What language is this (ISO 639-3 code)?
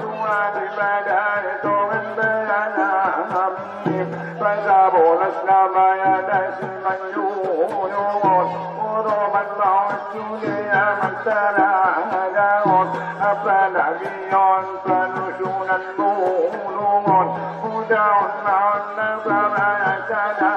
akb